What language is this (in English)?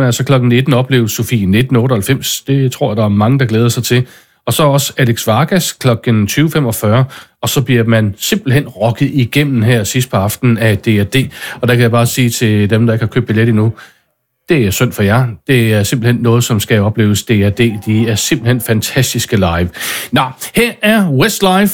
Danish